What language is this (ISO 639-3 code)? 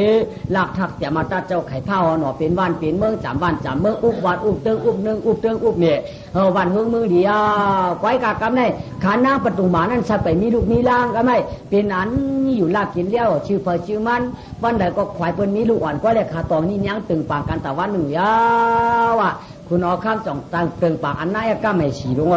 shn